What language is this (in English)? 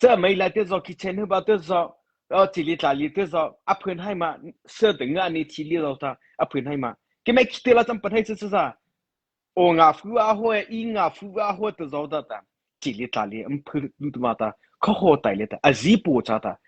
Mara Chin